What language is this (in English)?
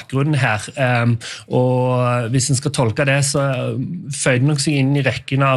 Norwegian